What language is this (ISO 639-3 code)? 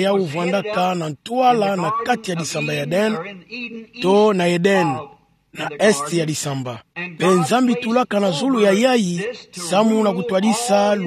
ktu